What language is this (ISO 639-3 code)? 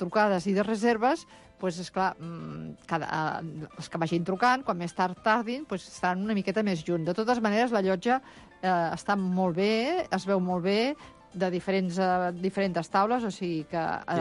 cat